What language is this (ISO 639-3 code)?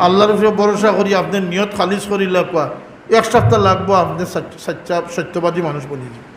syl